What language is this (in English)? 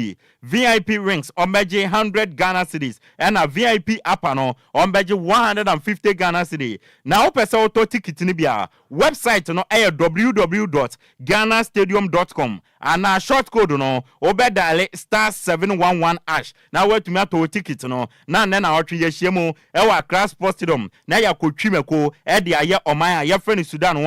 Akan